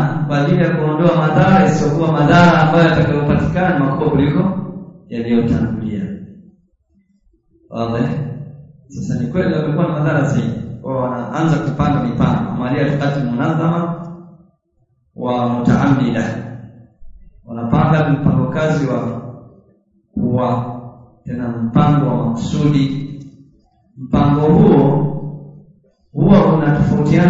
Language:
Swahili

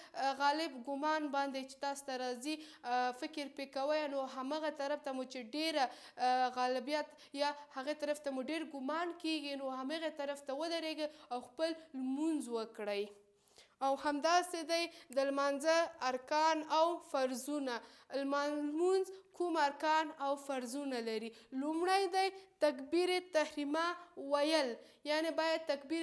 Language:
Pashto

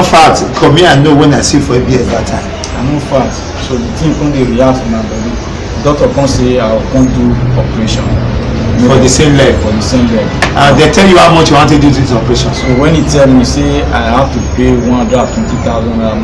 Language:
Nigerian Pidgin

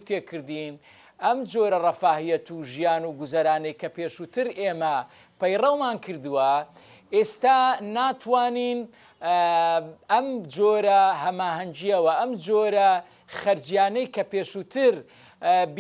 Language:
Central Kurdish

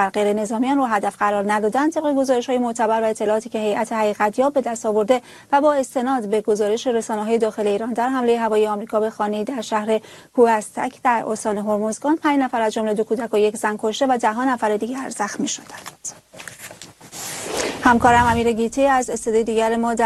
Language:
Persian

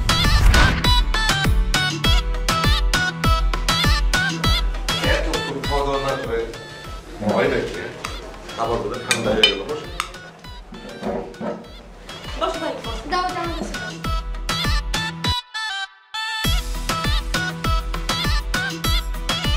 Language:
Bangla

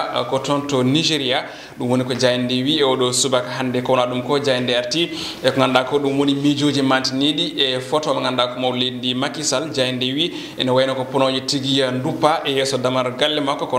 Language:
Fula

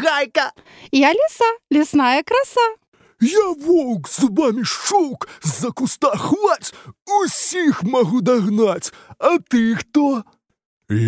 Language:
Belarusian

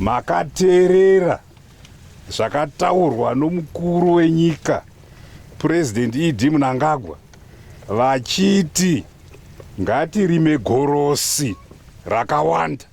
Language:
Shona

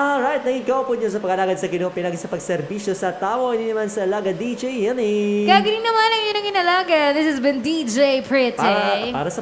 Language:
Hiligaynon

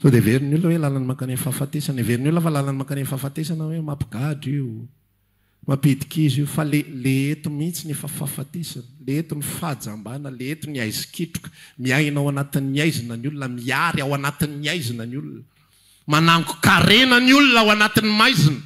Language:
Malagasy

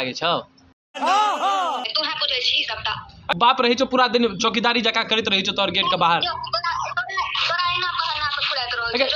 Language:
Maithili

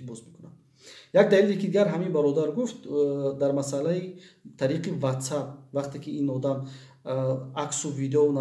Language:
Tajik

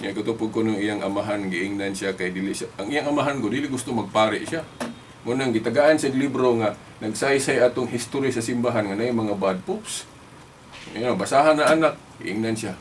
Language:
Cebuano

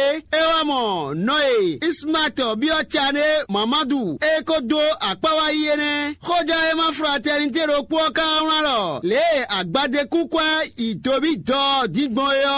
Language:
Fon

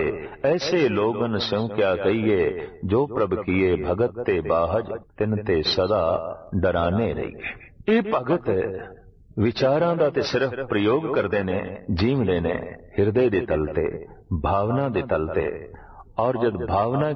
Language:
Punjabi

